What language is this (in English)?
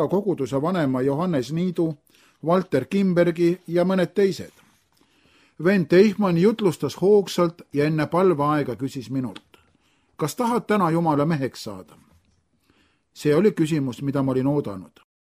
Estonian